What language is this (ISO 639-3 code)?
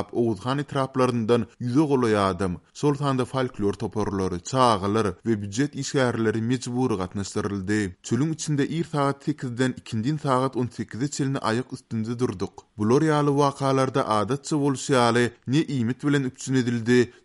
tuk